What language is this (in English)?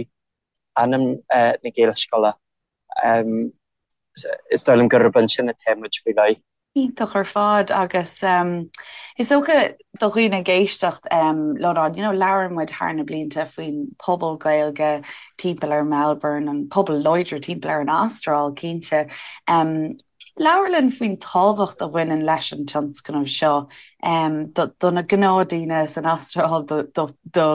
Irish